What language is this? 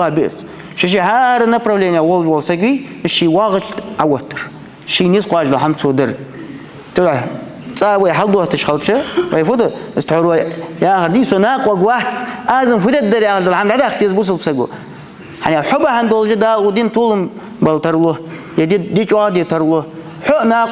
Ingush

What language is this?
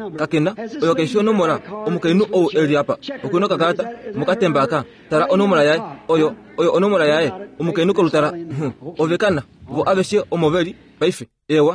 Kuanyama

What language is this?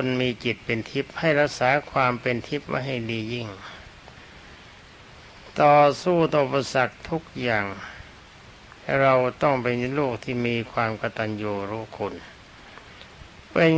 Thai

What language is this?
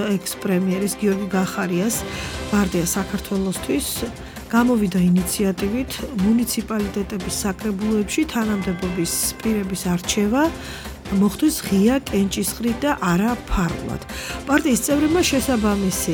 Georgian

